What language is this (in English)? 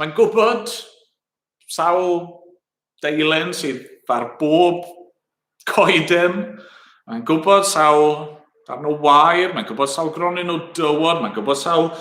Welsh